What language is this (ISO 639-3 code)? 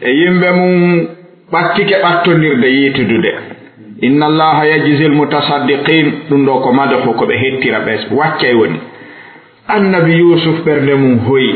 ful